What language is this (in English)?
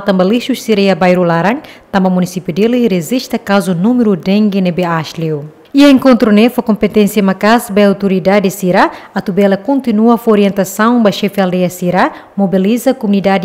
Tetum